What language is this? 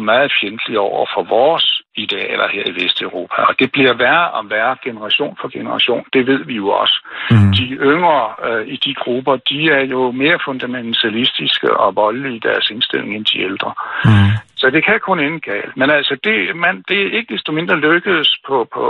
Danish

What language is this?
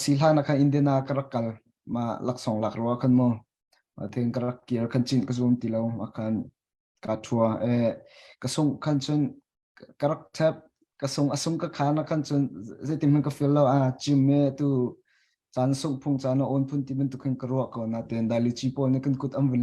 Hakha Chin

